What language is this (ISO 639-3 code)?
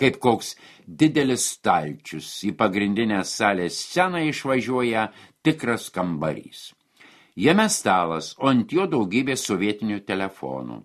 lit